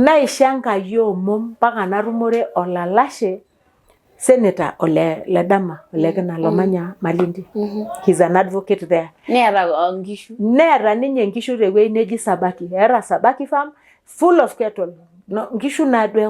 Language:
Masai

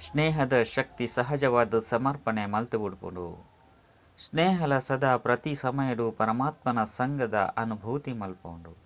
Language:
Tulu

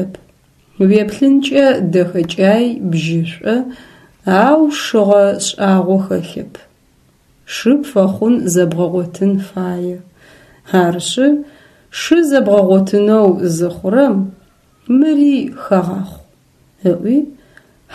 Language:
Adyghe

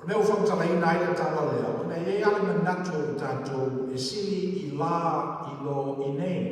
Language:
Samoan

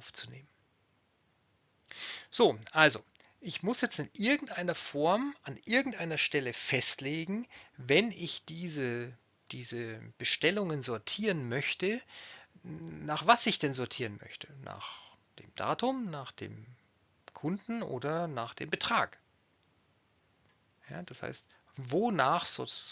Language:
German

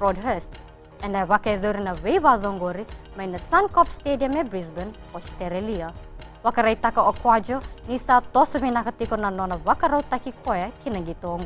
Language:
Fijian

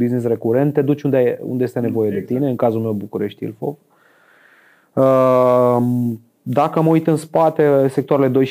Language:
Romanian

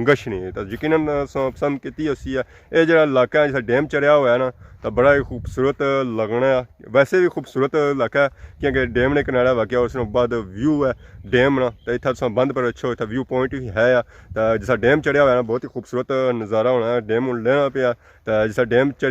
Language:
Pahari-Potwari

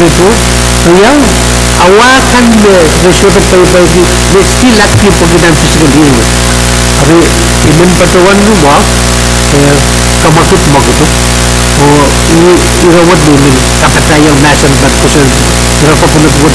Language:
Pohnpeian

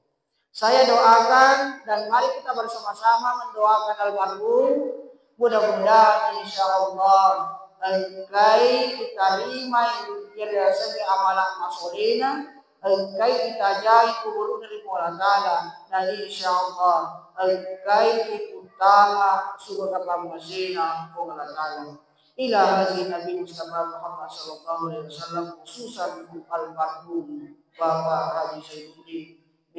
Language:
Buginese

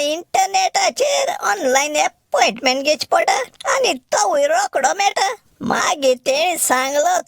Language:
Konkani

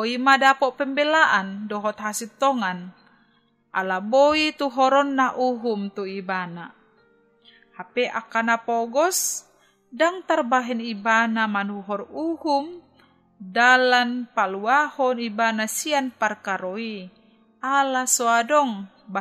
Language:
Batak Toba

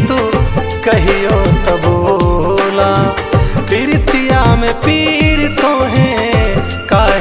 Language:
Bhojpuri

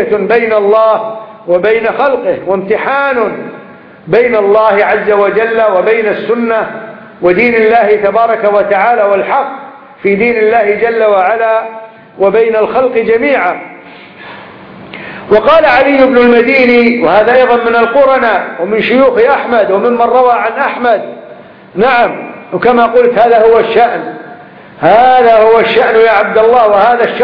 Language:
Arabic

